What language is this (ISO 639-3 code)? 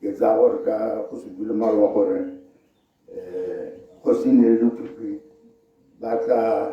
tsn